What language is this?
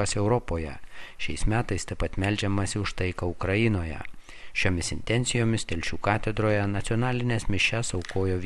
Lithuanian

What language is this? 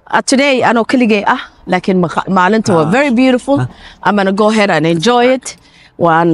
Somali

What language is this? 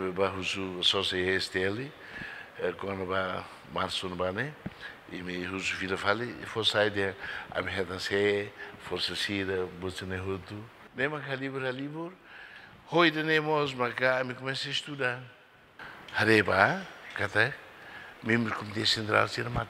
Tetum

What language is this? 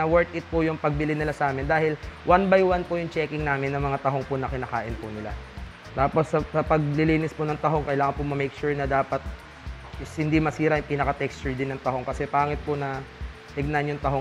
Filipino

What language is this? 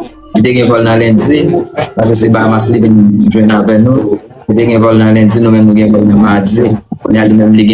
Haitian Creole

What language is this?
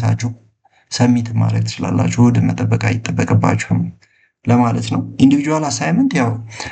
Amharic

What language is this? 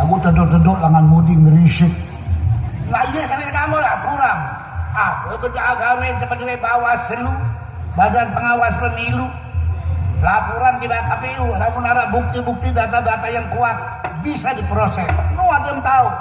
Sasak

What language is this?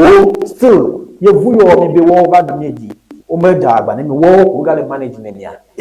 Ewe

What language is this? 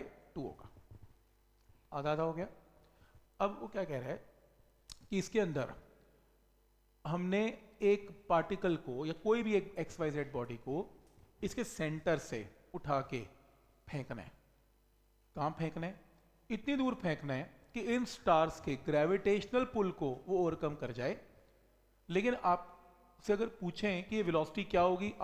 Hindi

